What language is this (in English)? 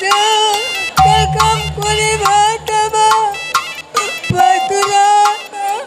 Batak Karo